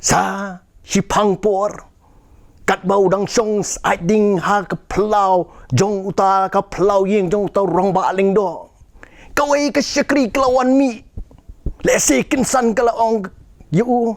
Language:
Khasi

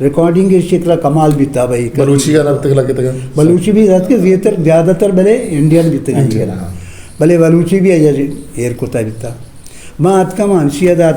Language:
Eastern Balochi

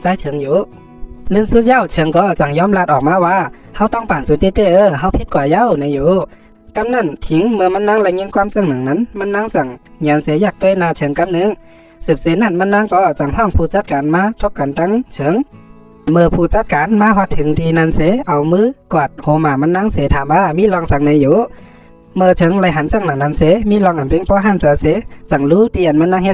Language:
Shan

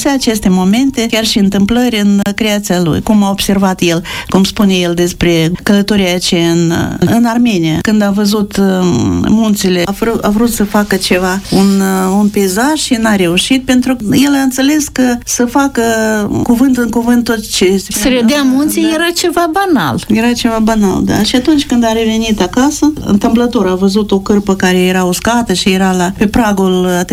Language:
Romanian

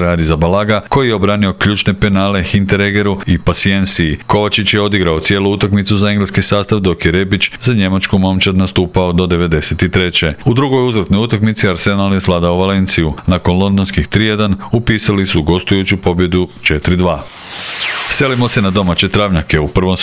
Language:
Croatian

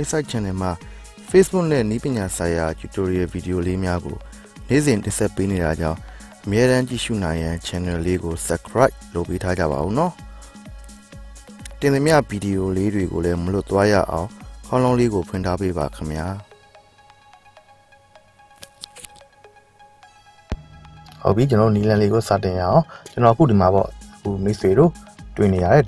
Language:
Burmese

